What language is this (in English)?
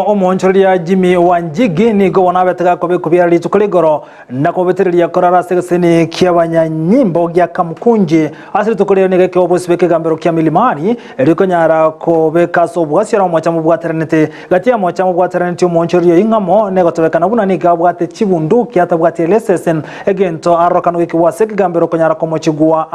Gusii